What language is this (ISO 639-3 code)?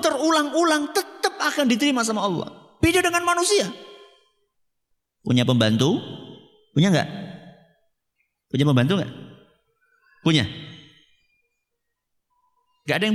ind